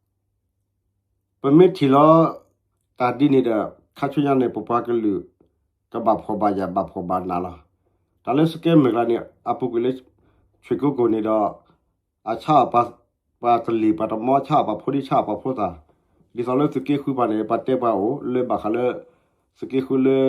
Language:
S'gaw Karen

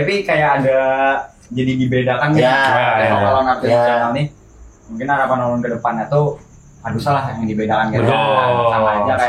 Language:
Banjar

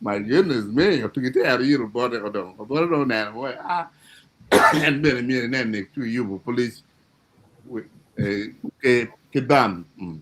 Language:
Acoli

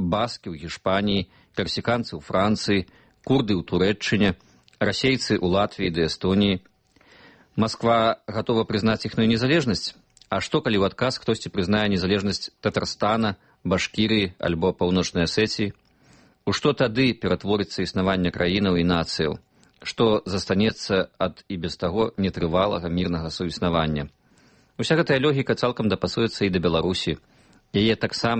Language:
Belarusian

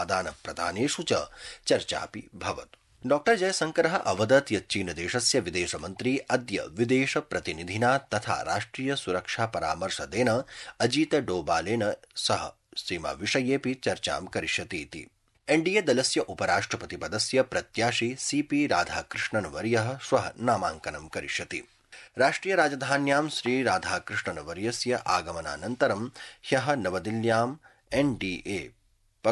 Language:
Sanskrit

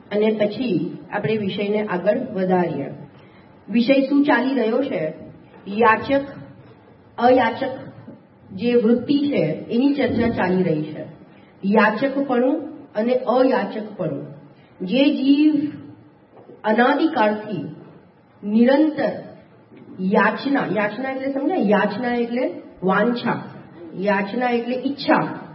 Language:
Gujarati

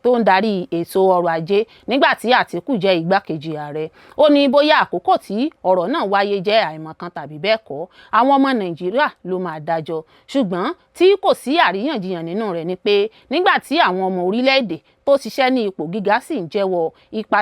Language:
Yoruba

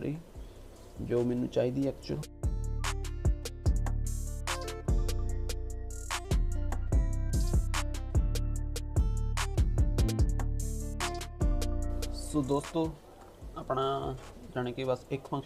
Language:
Punjabi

